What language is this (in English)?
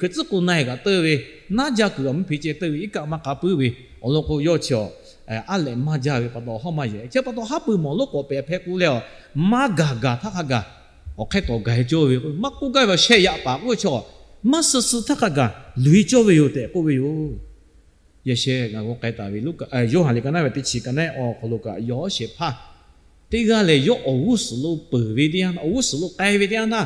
Lahu